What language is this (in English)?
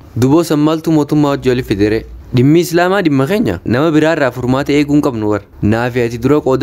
Oromo